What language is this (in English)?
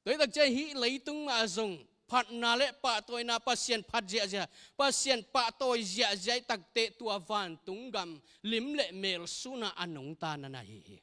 Tedim Chin